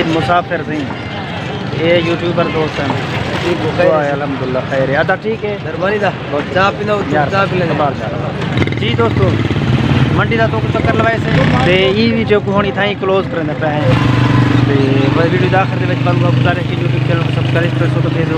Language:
Saraiki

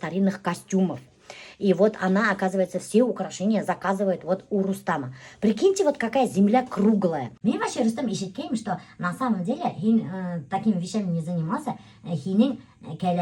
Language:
Bashkir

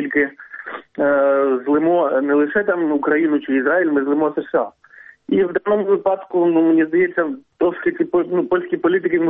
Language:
Ukrainian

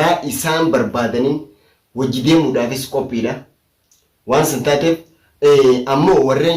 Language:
Oromo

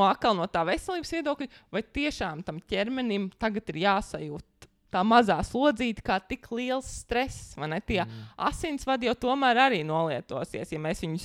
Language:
Latvian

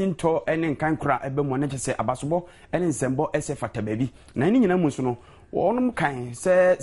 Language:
Akan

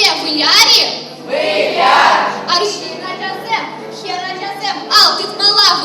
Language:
Chuvash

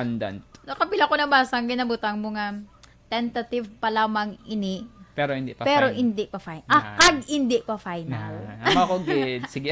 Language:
Hiligaynon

